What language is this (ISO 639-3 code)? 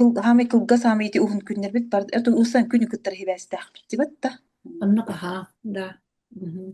sah